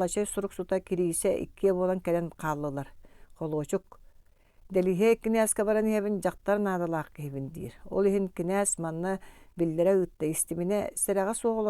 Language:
Yakut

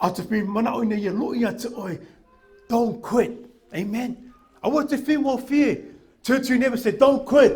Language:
Samoan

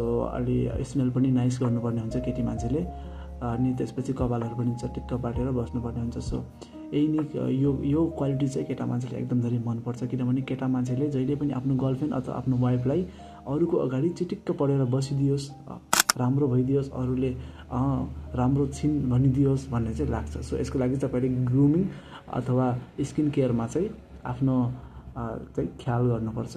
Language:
Nepali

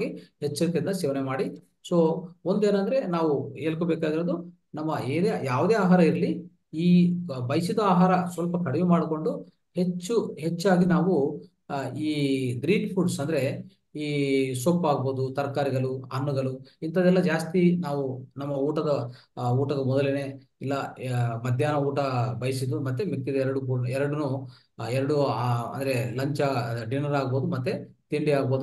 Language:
Kannada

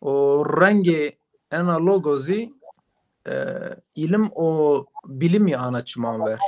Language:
Zaza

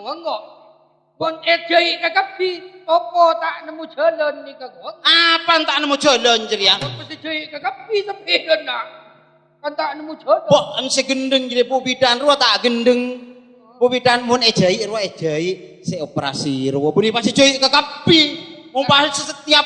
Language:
Madurese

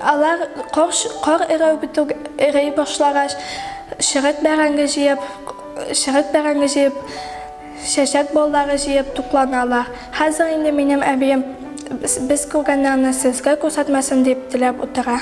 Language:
Tatar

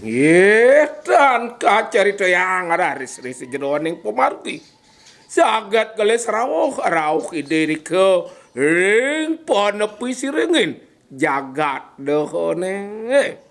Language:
Balinese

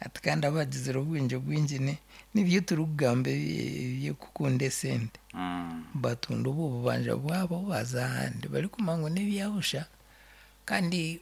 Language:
Nyankole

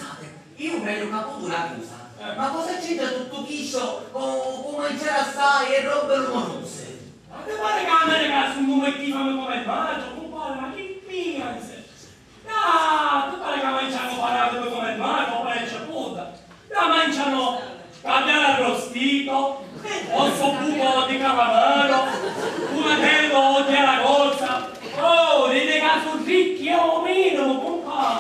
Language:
Sicilian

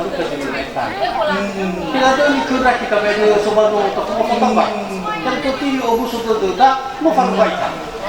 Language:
Nias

